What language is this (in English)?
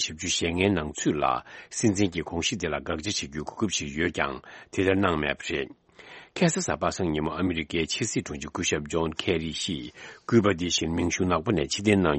Tibetan